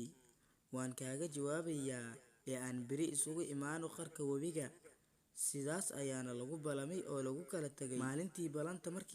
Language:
Somali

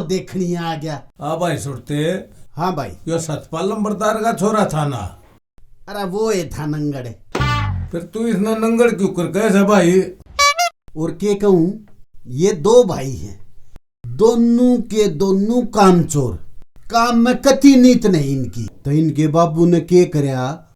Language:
Haryanvi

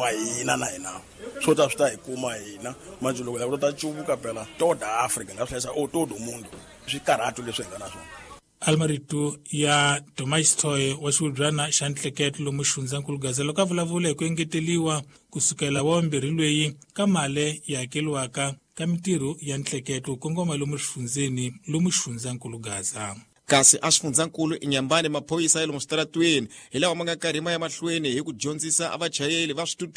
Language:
Tsonga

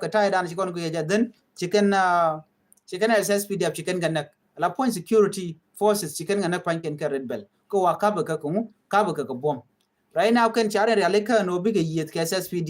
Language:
Nuer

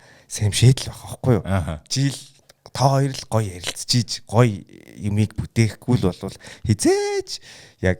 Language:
Mongolian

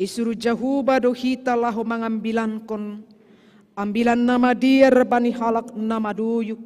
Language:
Batak Simalungun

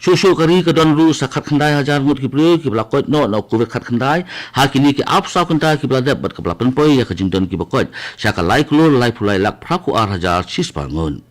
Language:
Khasi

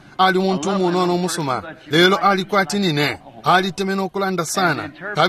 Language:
Bemba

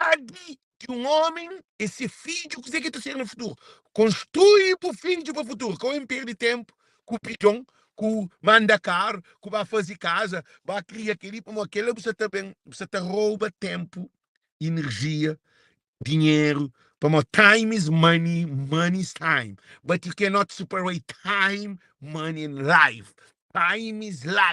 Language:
Kabuverdianu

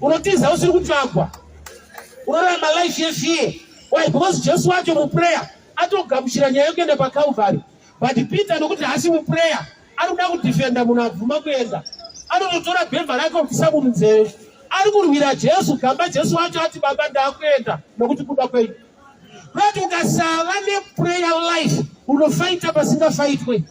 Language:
Shona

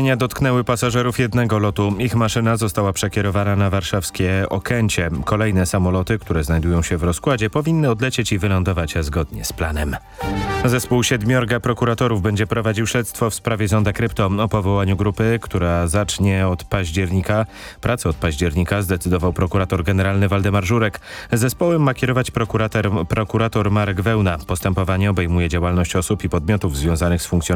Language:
Polish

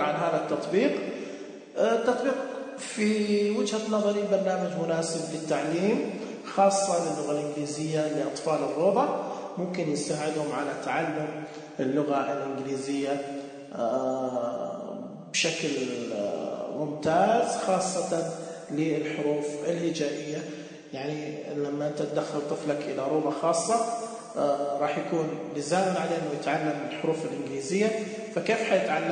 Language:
Najdi Arabic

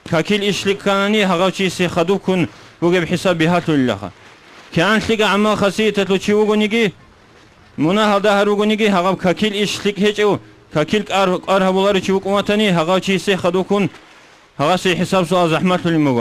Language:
Avaric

